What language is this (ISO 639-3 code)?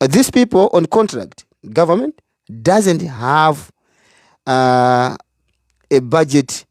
nya